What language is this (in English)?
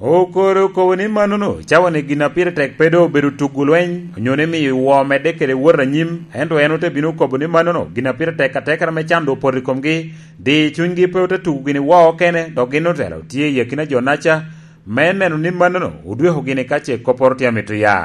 Lango (Uganda)